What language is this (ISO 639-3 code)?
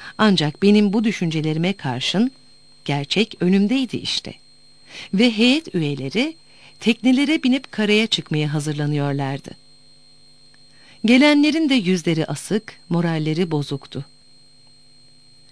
tur